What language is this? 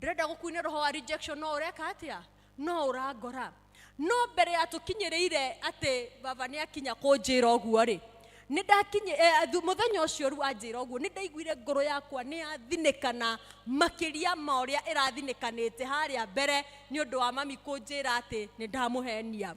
Kikuyu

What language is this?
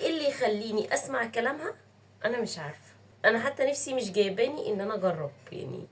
Egyptian Arabic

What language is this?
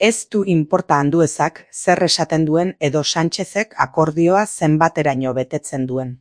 Basque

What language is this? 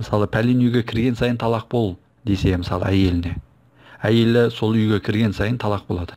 Kazakh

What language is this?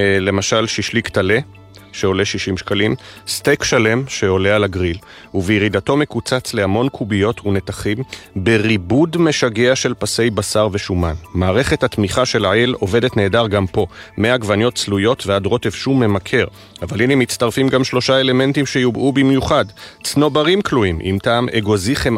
Hebrew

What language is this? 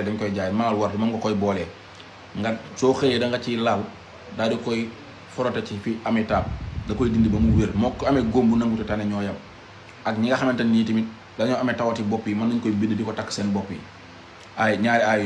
Wolof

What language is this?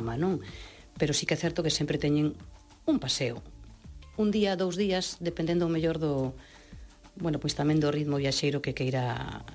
Galician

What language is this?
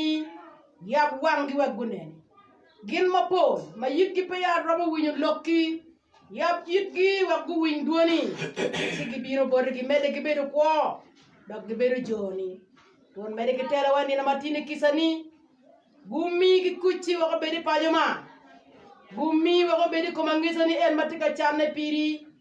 Acoli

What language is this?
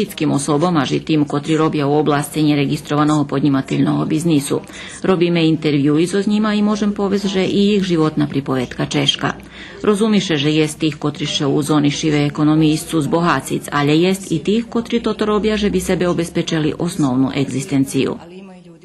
Rusyn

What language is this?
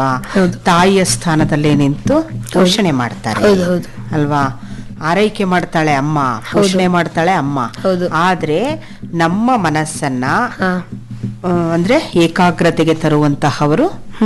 Kannada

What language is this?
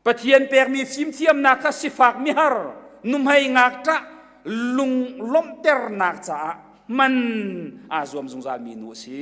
Hakha Chin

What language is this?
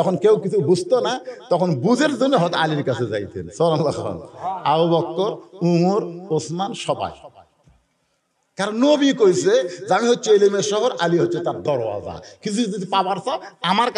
Bangla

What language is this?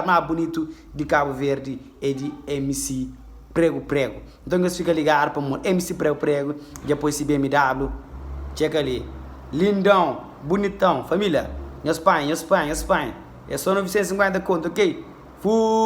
Kabuverdianu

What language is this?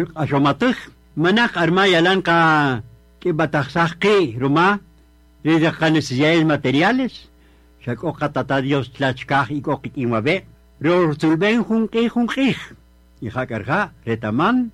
Kaqchikel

